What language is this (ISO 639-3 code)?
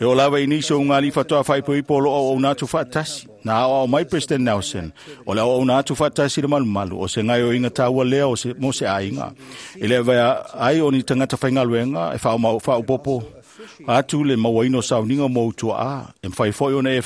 smo